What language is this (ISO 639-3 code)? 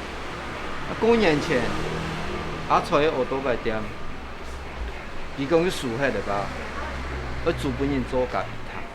hak